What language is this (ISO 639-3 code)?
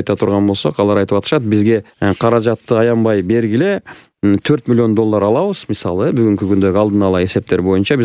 kir